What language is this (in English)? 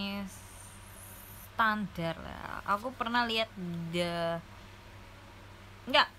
Indonesian